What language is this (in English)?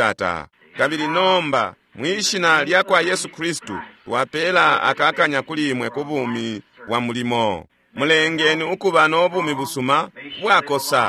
Bemba